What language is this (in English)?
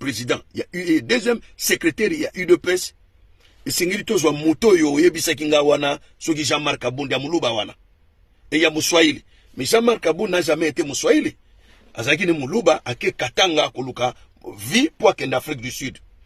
Lingala